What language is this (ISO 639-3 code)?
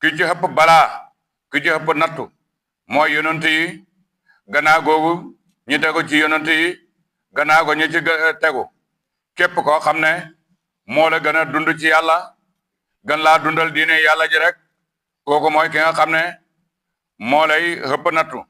wol